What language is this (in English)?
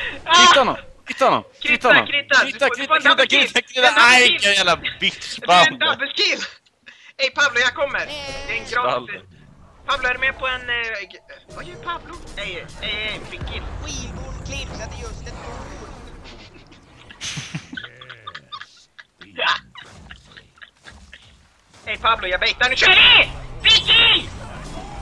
Swedish